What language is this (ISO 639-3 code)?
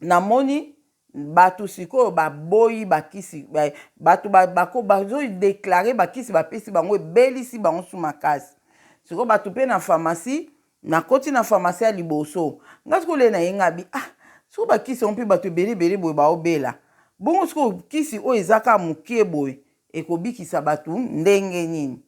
lin